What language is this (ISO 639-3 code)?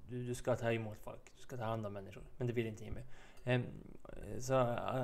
swe